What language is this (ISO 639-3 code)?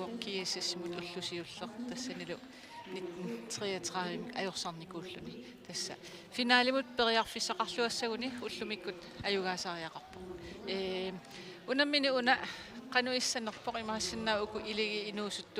kal